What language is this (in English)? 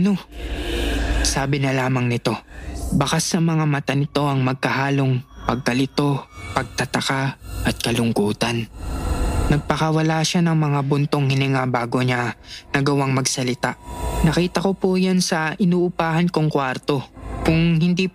Filipino